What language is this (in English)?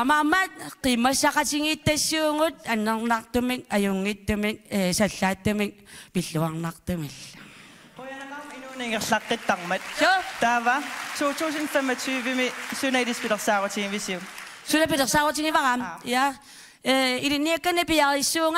Kalaallisut